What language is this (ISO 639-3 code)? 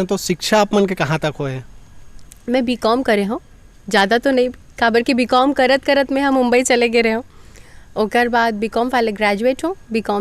hne